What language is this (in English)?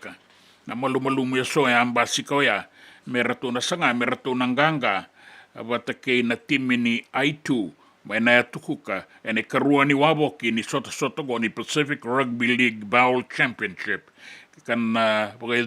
Fijian